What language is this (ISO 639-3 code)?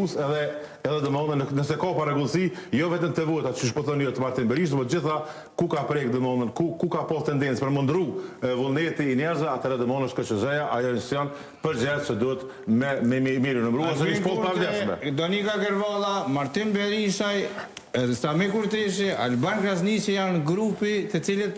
sqi